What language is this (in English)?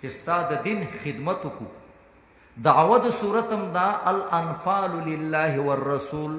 Pashto